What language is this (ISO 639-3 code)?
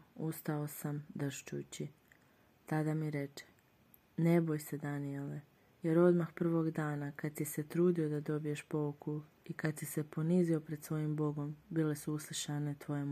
hrv